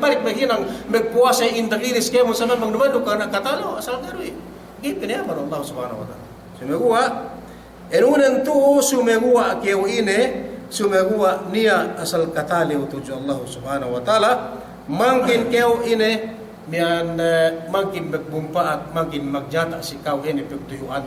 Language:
Yakan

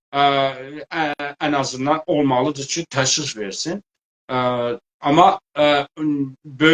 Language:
South Azerbaijani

